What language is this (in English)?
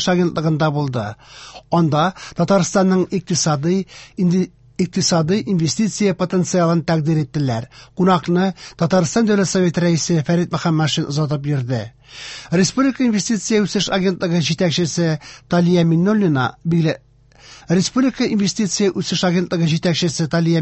Tatar